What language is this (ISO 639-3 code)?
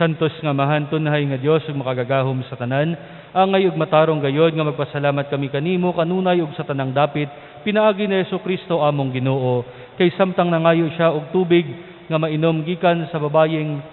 ceb